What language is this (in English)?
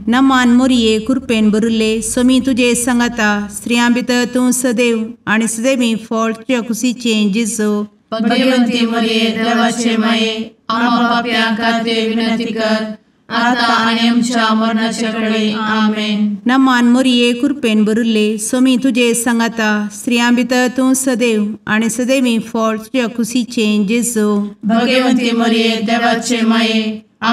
Konkani